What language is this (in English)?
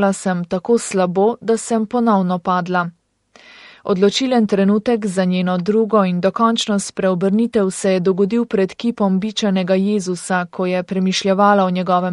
Slovenian